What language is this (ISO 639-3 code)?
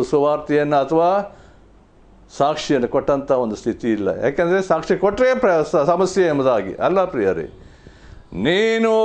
kan